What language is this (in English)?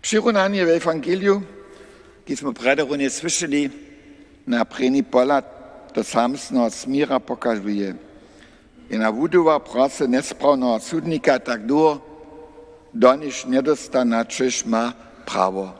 Upper Sorbian